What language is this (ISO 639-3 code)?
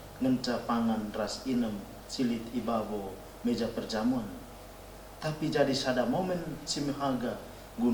btx